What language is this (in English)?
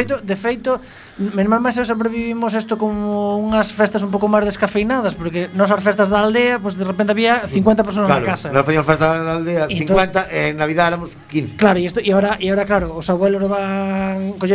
Galician